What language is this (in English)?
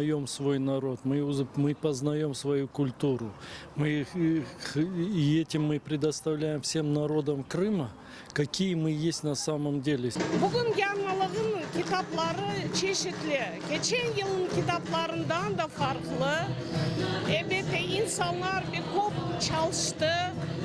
Crimean Tatar